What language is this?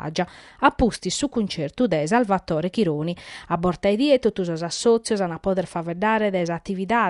Sardinian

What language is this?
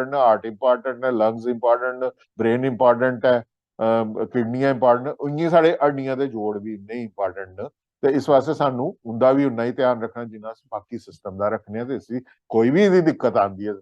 Dogri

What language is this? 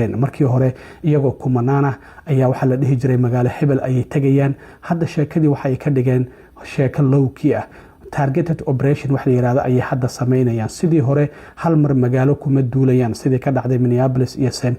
Somali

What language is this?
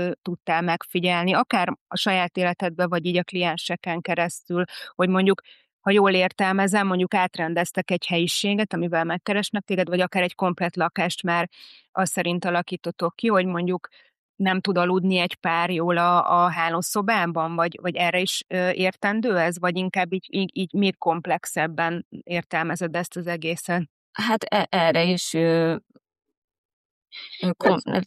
Hungarian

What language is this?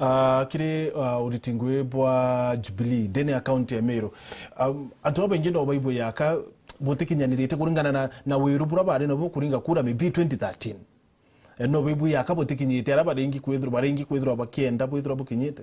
Meru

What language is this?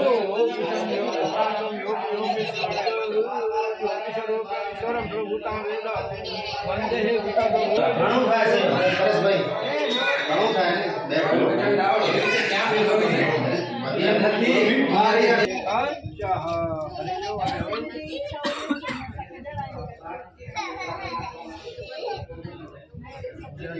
Gujarati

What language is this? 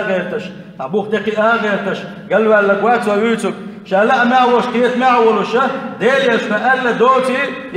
Chechen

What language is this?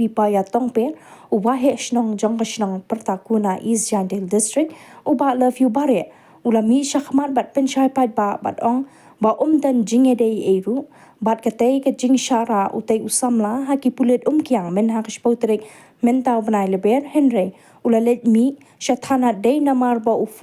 Khasi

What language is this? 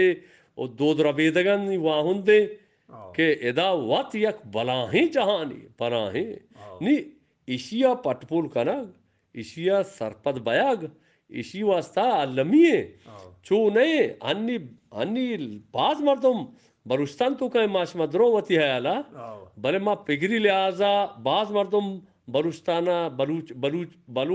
Eastern Balochi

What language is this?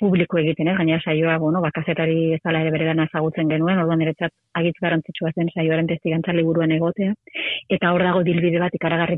Basque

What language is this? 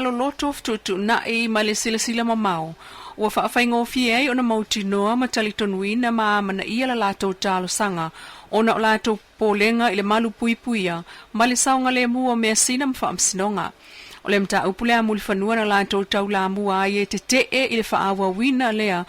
Samoan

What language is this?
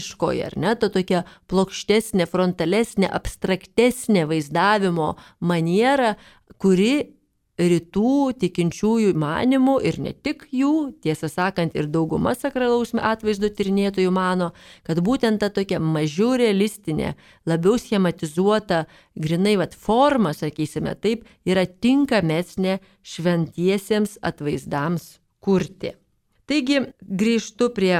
Lithuanian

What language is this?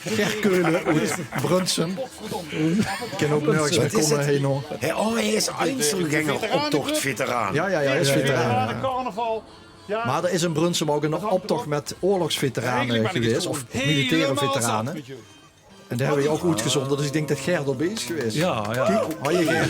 Limburgish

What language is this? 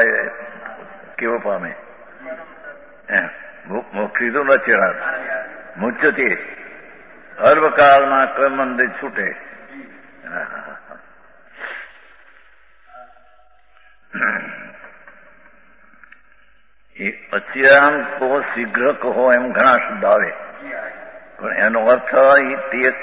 Gujarati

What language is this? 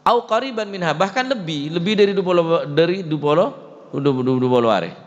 Madurese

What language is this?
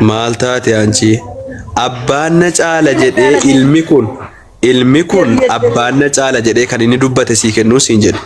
Oromo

